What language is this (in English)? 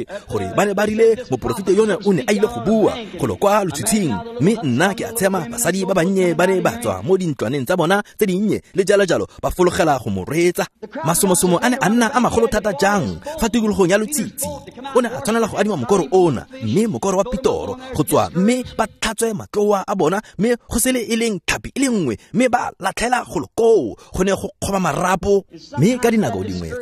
Tswana